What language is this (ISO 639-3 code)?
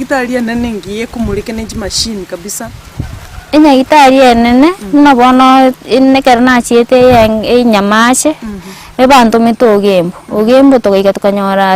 guz